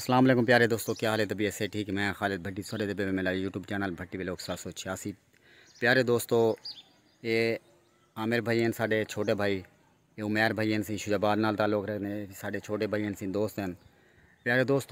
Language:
Saraiki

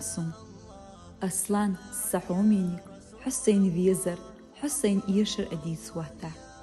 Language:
Chechen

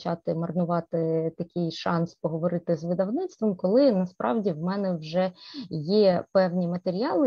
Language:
Ukrainian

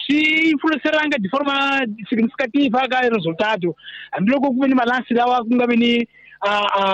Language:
Tsonga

